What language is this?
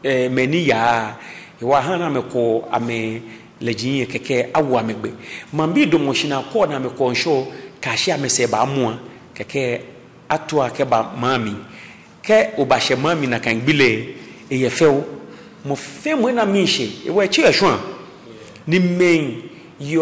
Ga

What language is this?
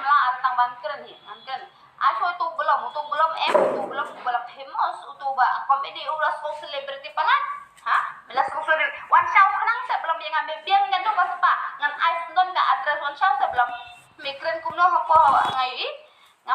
Khasi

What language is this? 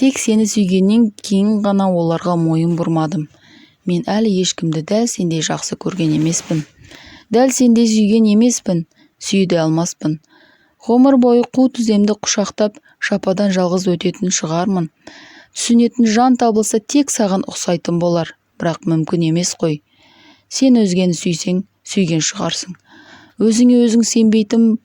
Kazakh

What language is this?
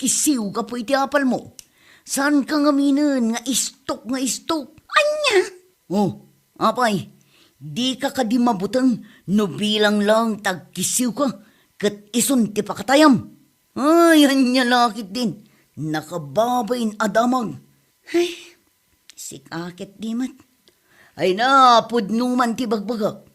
Iloko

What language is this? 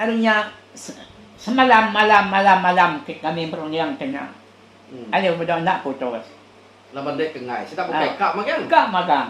Iban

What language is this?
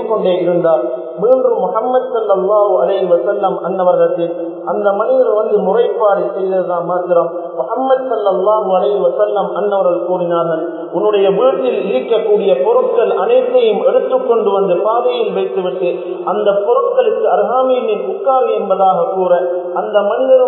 Tamil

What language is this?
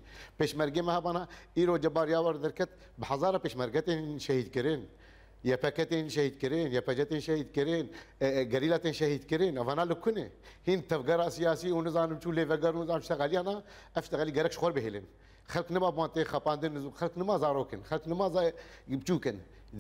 Kurdish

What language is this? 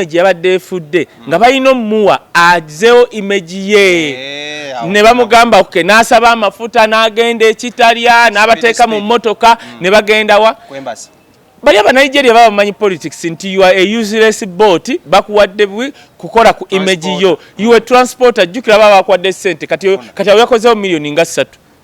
Ganda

